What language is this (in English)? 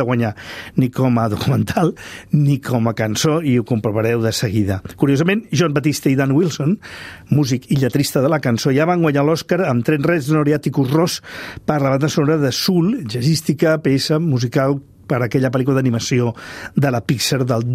Catalan